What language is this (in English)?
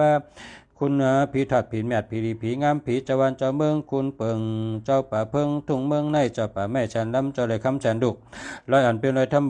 Shan